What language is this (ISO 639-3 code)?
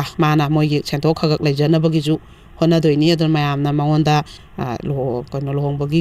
mni